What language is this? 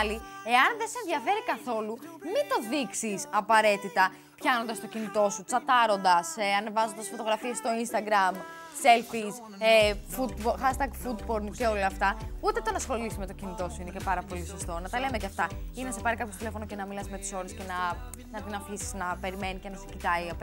Greek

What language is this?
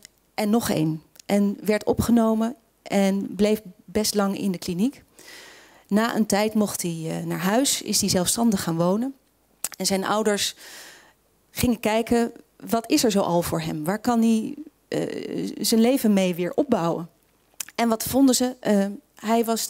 Dutch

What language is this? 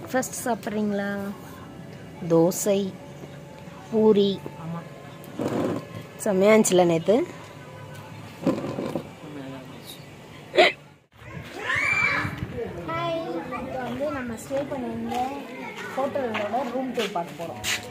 Tamil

